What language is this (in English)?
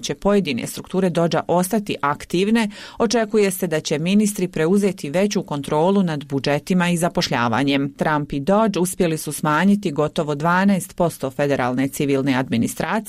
Bosnian